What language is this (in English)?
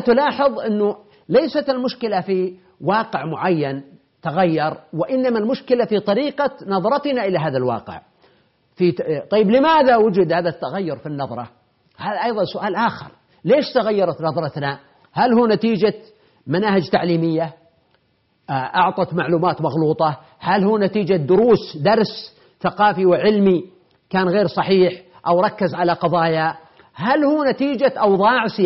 Arabic